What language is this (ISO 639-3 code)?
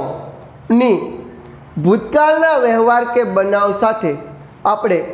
guj